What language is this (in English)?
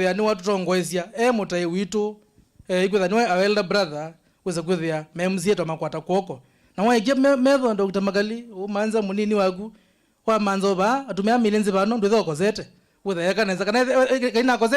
Kamba